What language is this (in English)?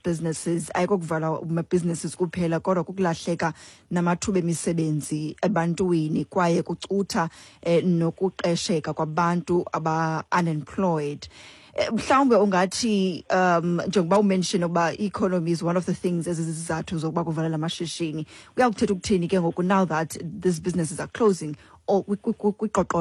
Xhosa